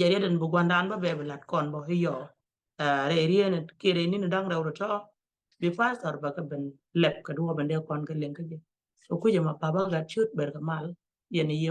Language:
Nuer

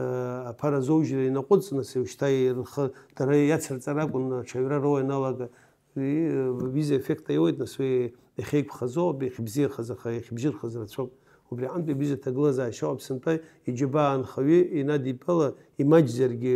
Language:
Abkhazian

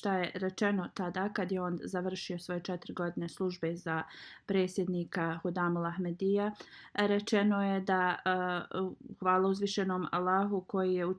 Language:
Bosnian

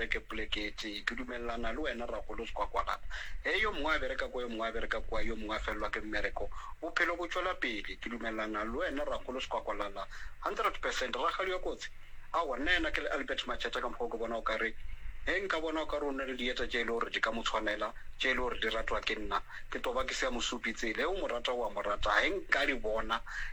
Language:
Northern Sotho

